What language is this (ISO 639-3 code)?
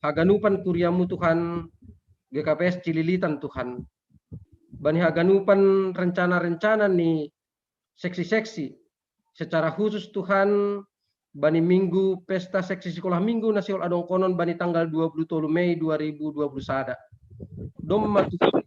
bts